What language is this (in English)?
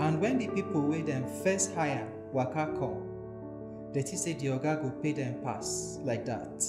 Nigerian Pidgin